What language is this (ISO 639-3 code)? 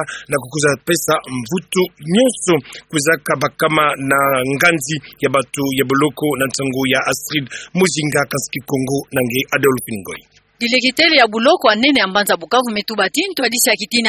ktu